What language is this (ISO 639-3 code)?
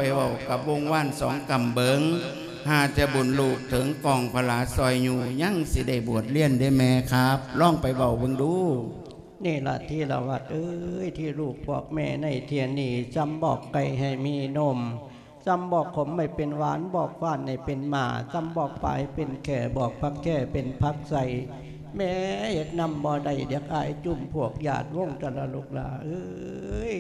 lao